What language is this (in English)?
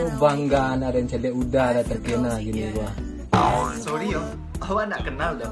Minangkabau